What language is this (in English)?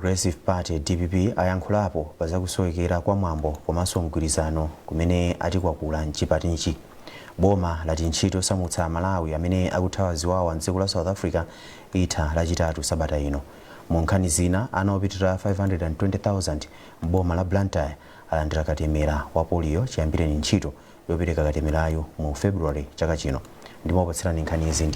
Nyanja